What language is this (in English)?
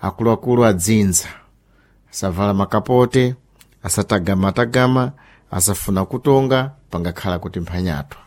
Sena